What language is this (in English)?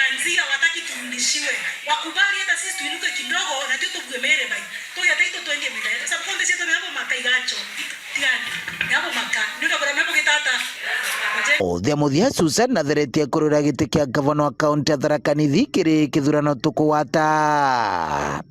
Meru